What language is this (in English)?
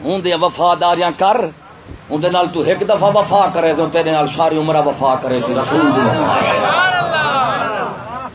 Saraiki